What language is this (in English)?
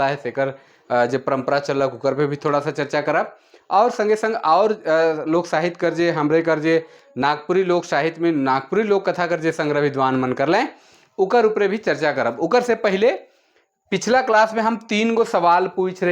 Sadri